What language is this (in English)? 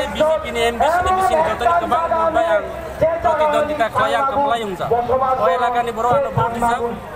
Kok Borok